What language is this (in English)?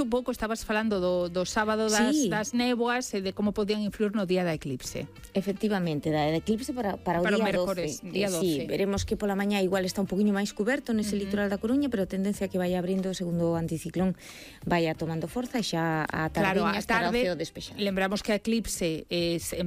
Galician